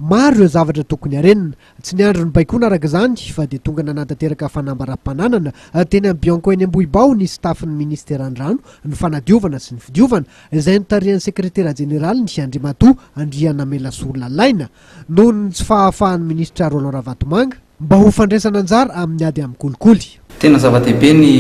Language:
Malagasy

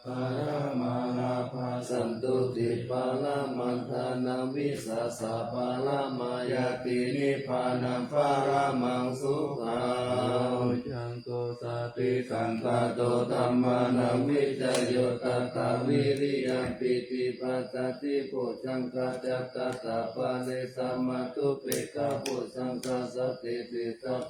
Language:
Pali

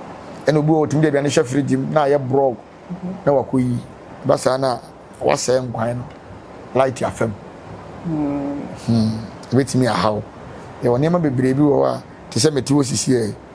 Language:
Akan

